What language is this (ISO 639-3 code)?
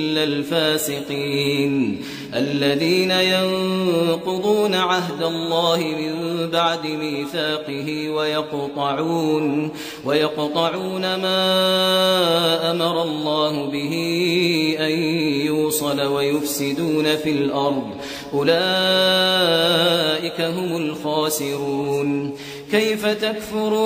ara